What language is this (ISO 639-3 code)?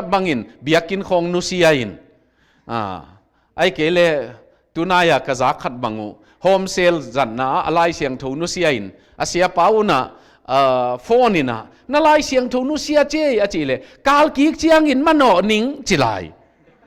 ctd